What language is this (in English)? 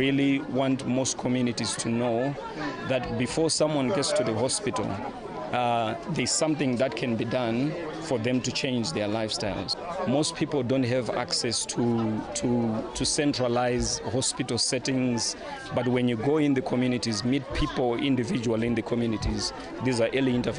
Tswana